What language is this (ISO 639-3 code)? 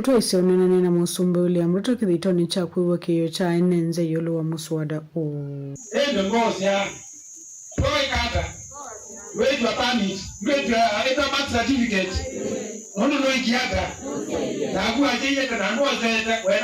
kam